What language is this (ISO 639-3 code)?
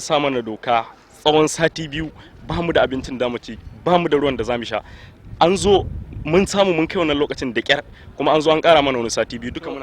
hau